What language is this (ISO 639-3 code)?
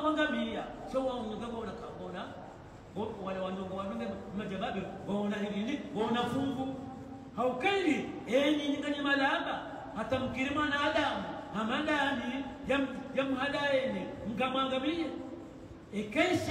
swa